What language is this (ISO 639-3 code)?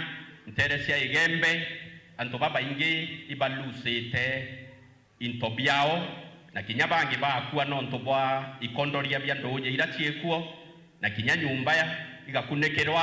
mer